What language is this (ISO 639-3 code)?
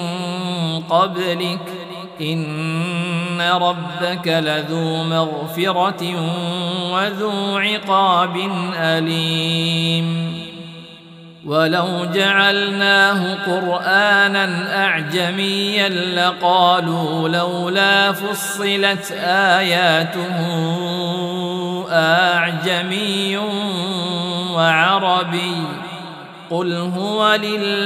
ara